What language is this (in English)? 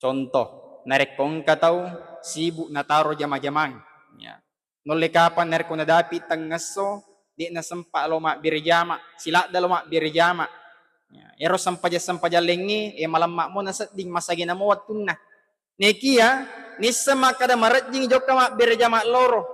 Buginese